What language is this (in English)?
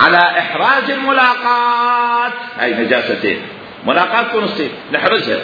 Mesopotamian Arabic